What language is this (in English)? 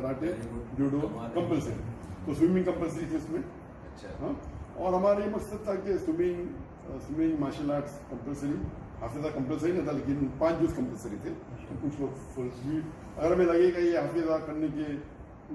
Urdu